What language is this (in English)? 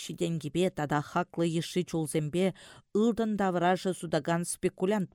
Chuvash